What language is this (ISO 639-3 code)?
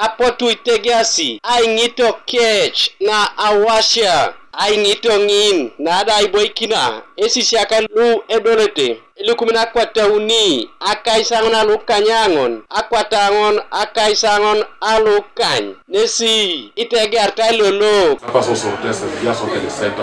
teo